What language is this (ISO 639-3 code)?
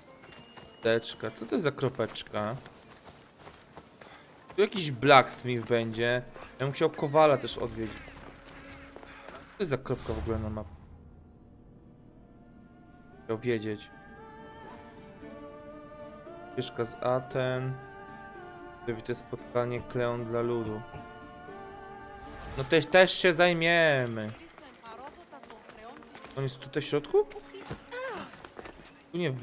pol